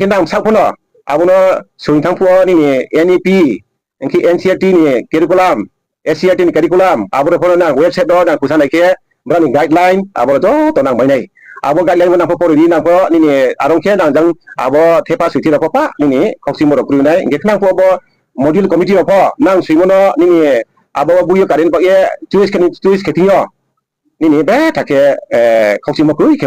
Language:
Riang (India)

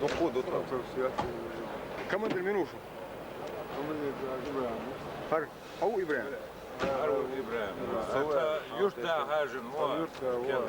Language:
Chechen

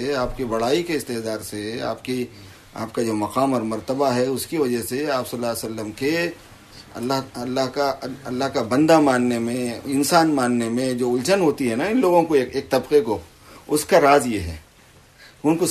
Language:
Urdu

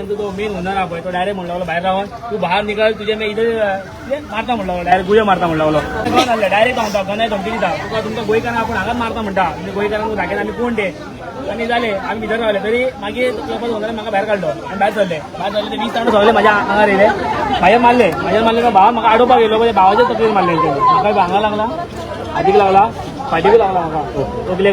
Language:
Konkani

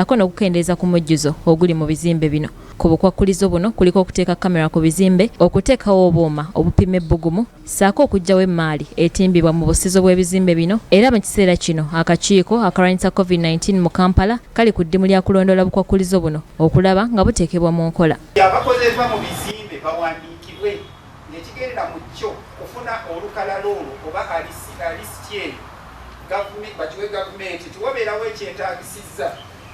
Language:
Ganda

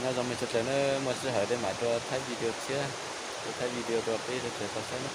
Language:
Hmong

